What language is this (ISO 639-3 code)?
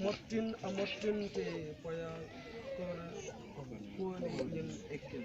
mfz